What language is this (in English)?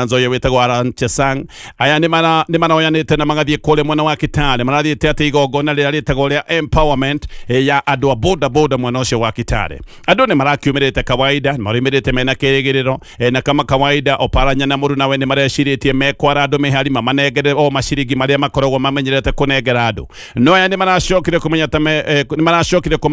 Kikuyu